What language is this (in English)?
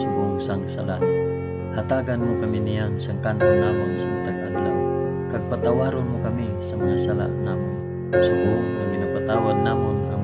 Hiligaynon